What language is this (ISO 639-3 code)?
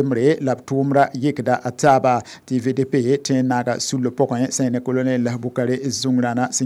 mos